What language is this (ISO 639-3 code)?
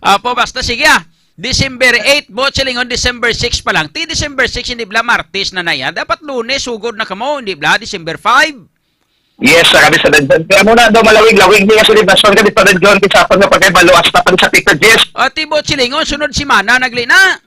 hil